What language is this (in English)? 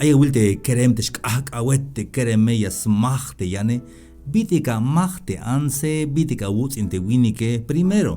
Tzeltal